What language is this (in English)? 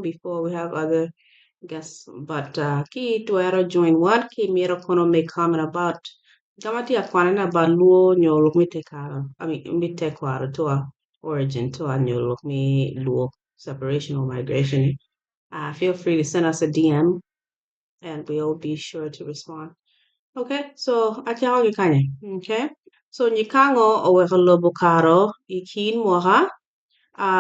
Acoli